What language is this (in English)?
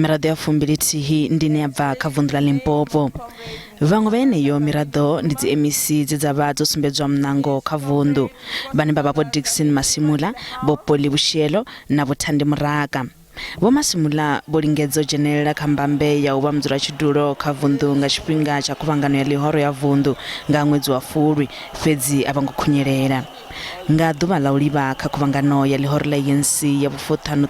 Venda